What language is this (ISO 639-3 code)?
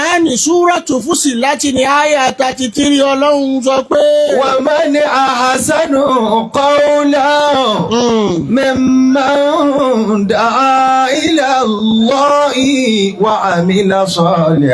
yor